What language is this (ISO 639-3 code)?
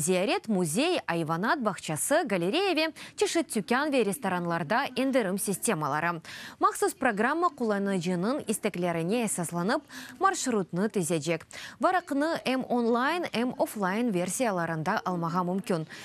crh